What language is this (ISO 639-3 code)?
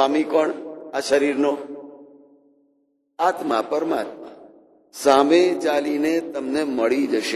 guj